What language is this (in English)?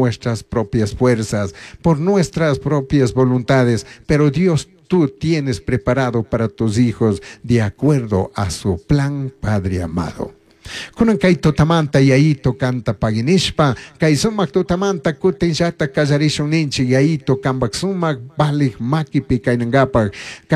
Chimborazo Highland Quichua